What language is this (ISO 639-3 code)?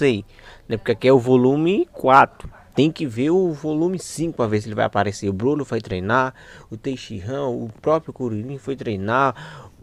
por